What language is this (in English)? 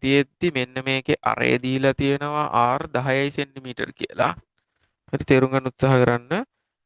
Sinhala